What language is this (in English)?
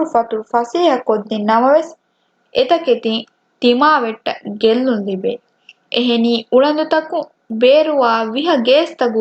Divehi